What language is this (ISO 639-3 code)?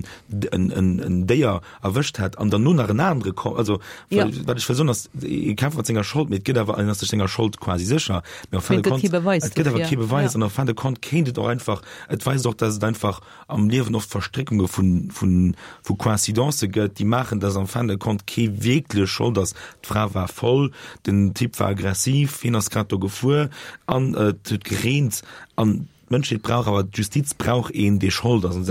ltz